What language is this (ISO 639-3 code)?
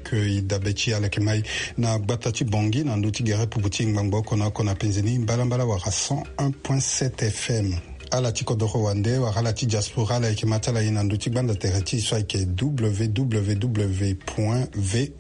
sag